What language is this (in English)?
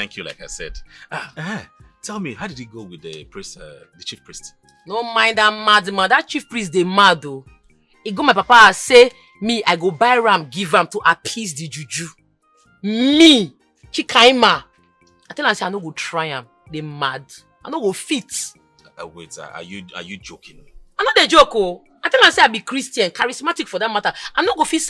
Nigerian Pidgin